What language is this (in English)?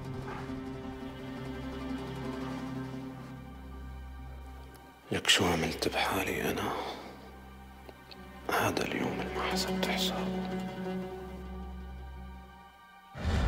North Levantine Arabic